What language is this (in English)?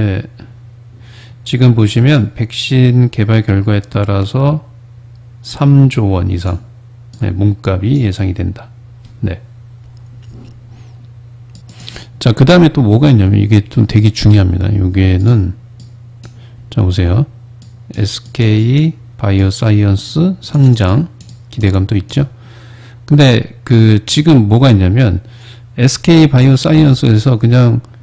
Korean